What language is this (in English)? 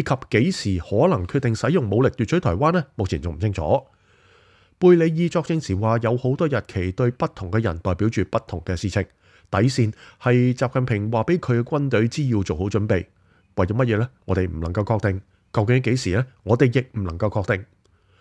Cantonese